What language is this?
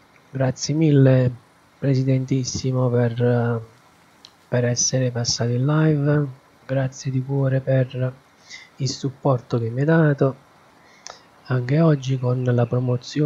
Italian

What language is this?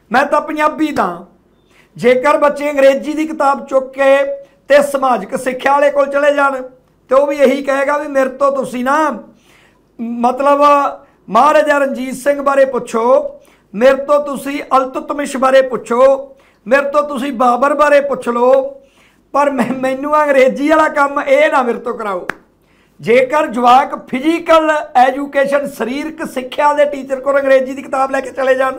Punjabi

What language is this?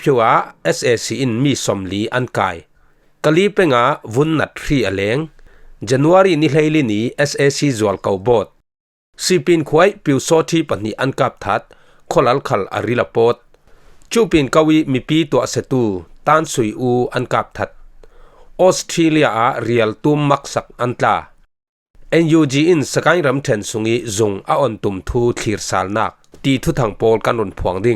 Falam Chin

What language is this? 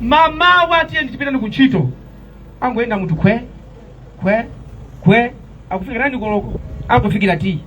Nyanja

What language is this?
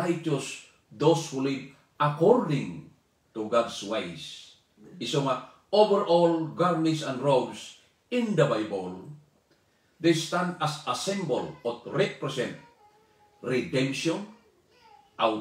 Iloko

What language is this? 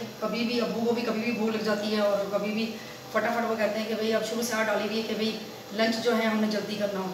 Hindi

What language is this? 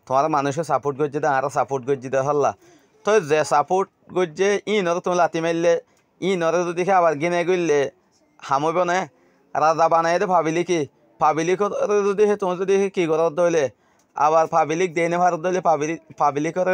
Rohingya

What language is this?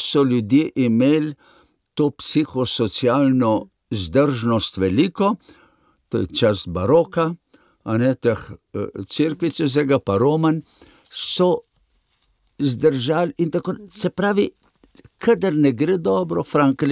Slovenian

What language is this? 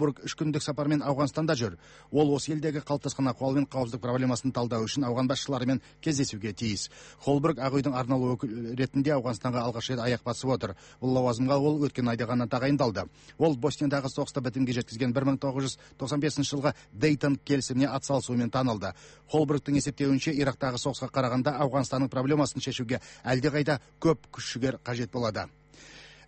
Kazakh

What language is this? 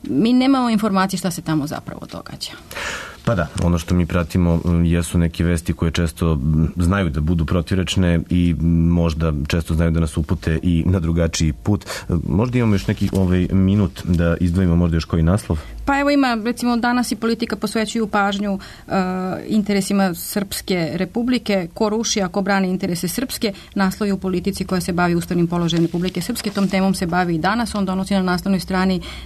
Serbian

